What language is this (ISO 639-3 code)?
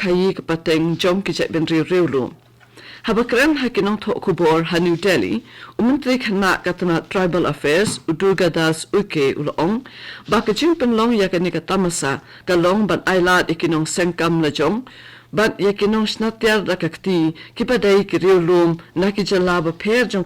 kha